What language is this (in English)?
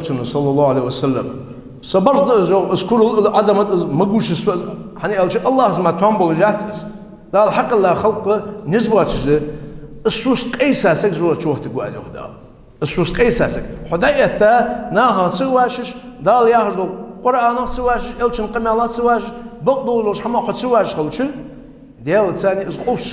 Ingush